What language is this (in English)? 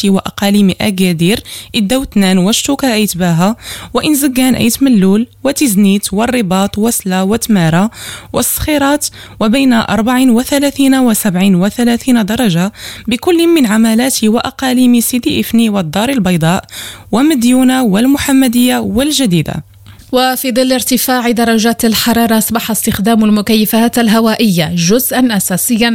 Arabic